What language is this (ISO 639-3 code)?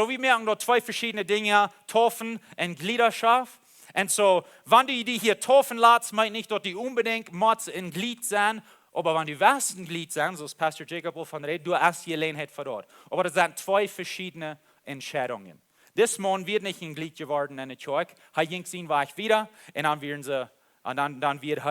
pdt